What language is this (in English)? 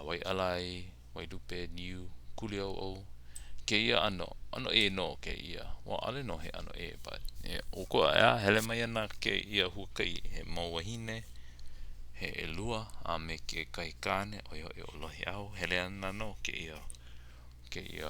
Hawaiian